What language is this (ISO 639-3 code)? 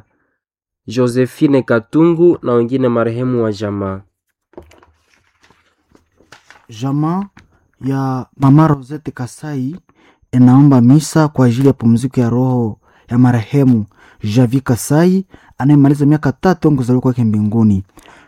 swa